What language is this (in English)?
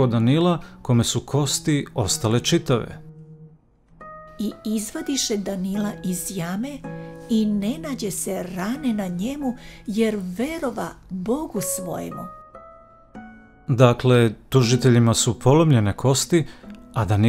Serbian